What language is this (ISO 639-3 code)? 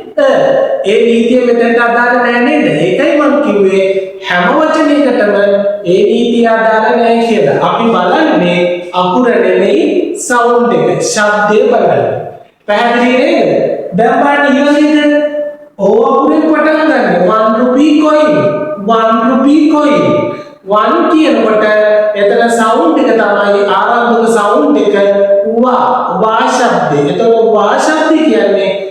sin